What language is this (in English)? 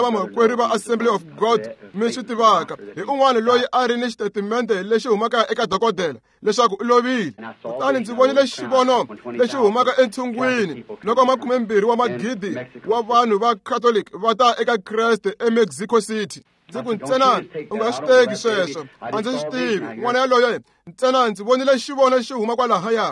Tsonga